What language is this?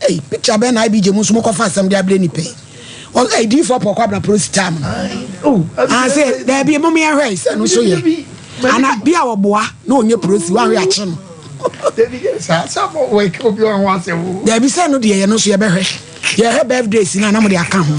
Akan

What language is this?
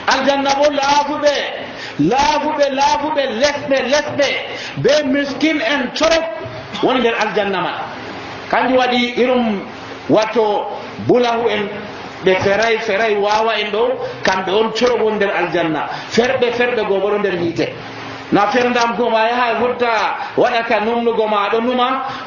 Nigerian Fulfulde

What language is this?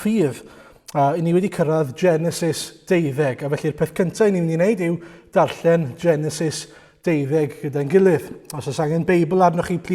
Welsh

